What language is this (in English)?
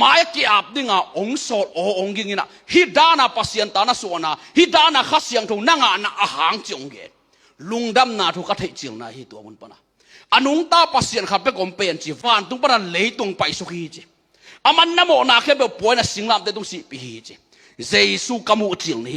Tedim Chin